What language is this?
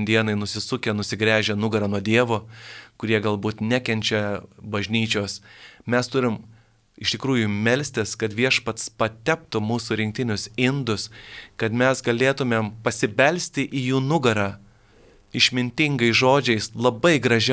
Lithuanian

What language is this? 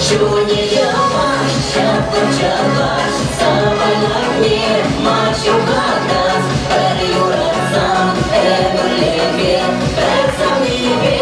Chuvash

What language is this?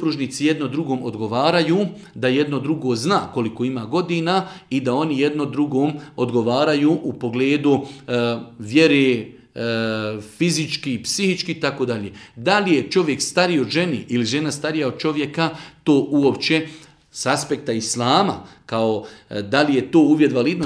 Bosnian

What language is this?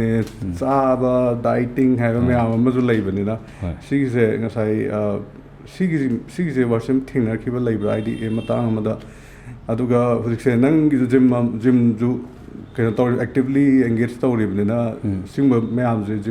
Manipuri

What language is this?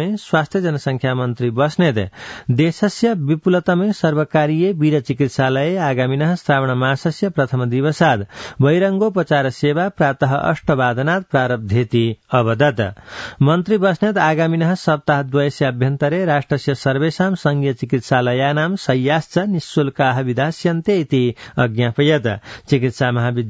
Sanskrit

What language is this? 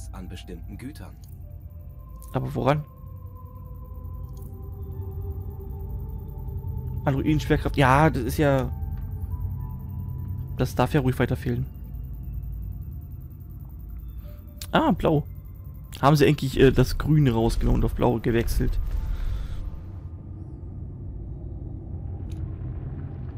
German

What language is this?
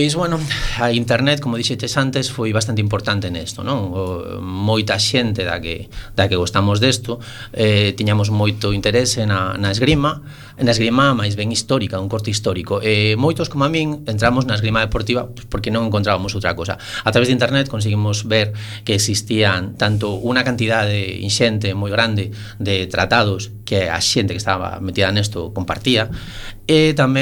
Galician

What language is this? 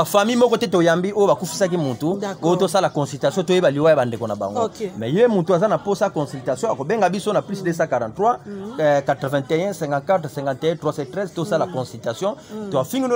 Lingala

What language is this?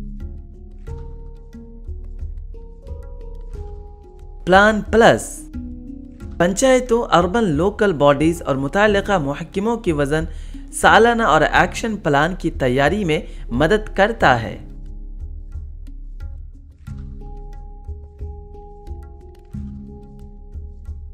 Urdu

